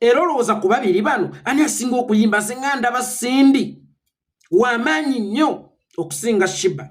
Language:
Ganda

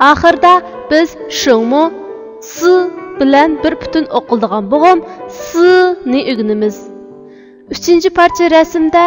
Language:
Uyghur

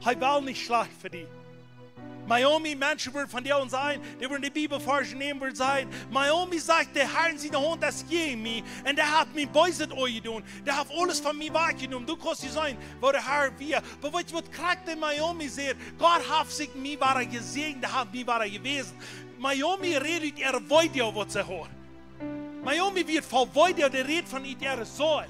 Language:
Plautdietsch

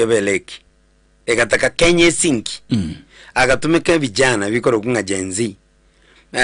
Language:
Gusii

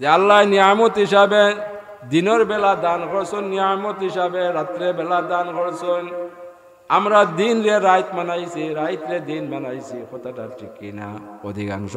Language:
Sylheti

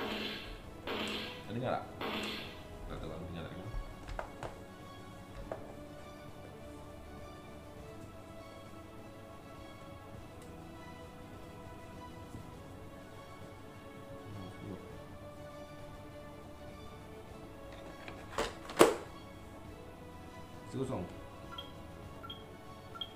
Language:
Malay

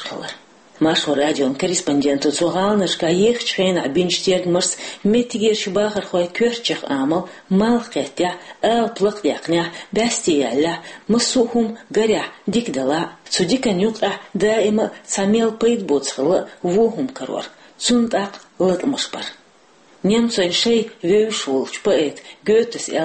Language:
Chechen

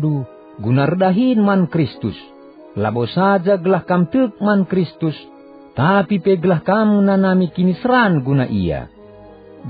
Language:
Batak Karo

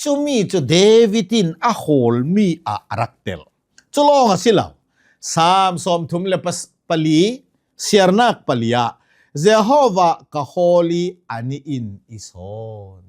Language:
Hakha Chin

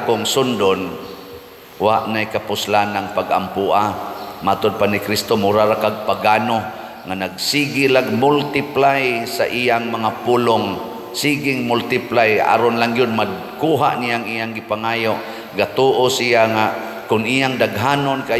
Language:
Cebuano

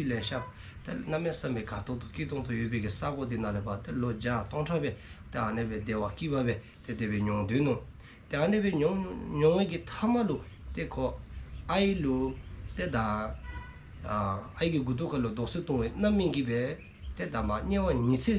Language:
Dzongkha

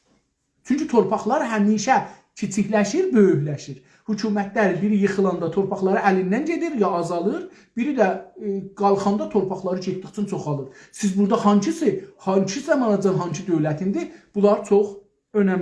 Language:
South Azerbaijani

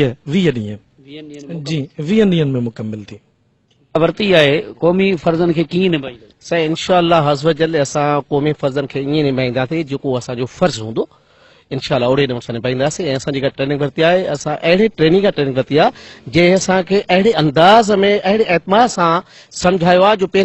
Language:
Sindhi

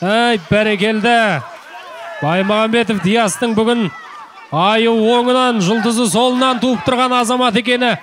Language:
Kazakh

